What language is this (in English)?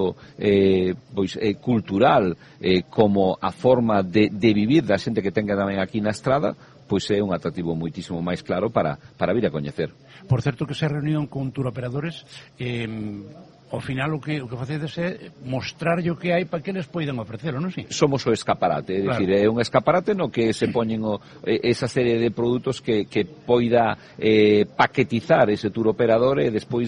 Galician